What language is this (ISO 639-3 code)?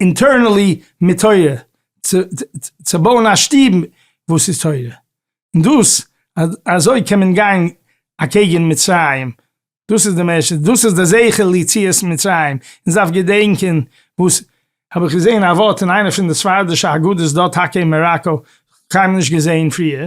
yid